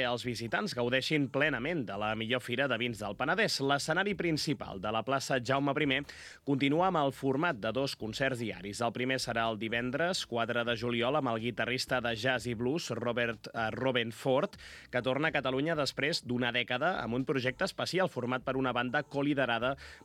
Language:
Catalan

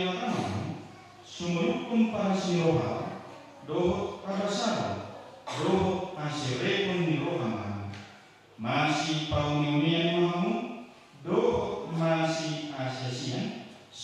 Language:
Batak Toba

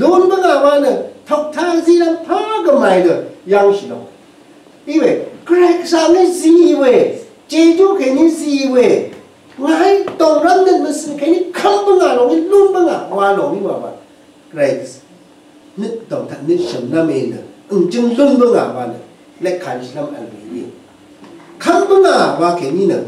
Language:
Rawang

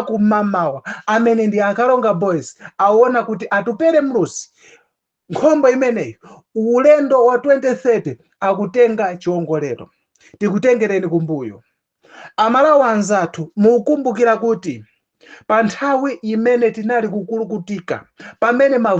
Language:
Nyanja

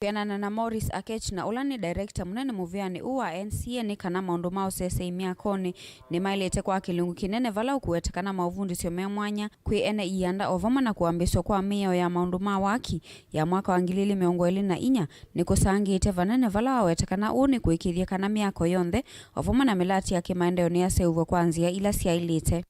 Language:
Kamba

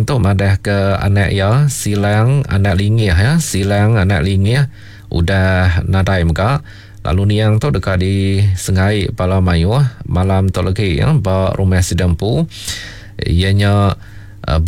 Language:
Iban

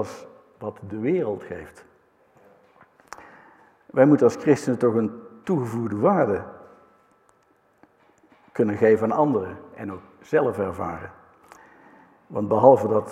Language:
Dutch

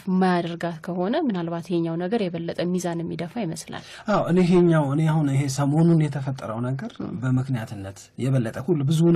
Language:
Amharic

